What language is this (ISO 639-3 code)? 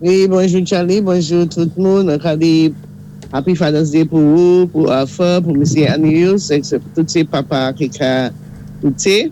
acf